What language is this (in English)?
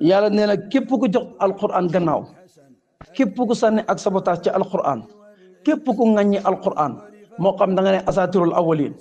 Wolof